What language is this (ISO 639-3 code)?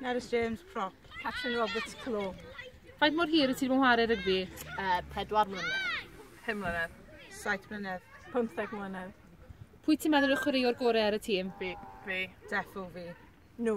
cym